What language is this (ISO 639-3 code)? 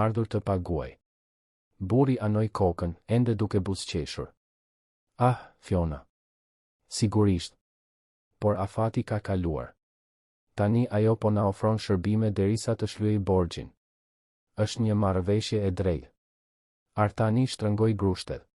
sqi